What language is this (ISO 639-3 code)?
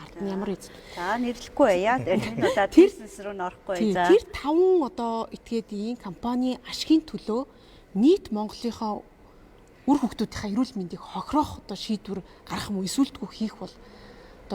mon